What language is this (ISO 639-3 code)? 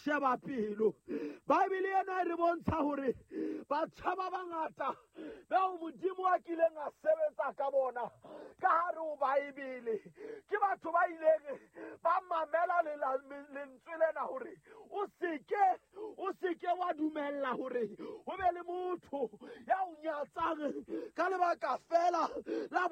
sot